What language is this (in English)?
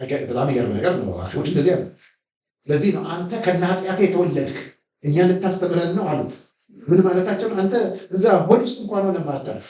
Amharic